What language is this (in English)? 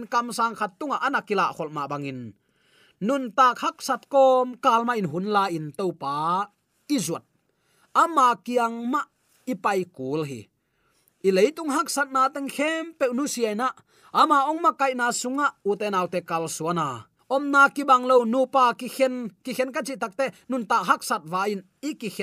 Tedim Chin